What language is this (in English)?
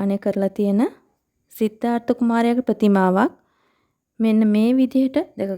Sinhala